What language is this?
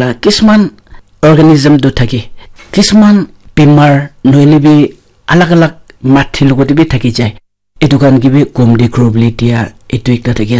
Naga Pidgin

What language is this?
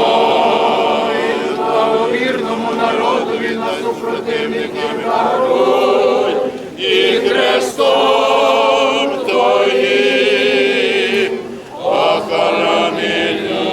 Rusyn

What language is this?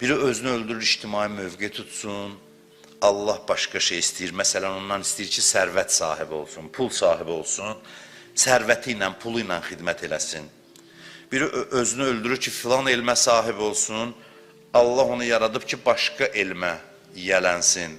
Azerbaijani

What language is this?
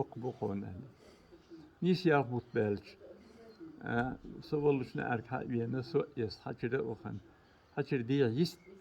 Chechen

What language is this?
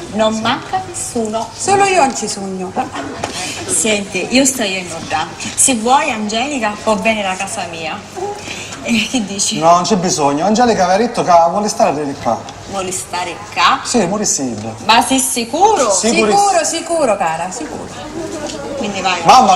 Sicilian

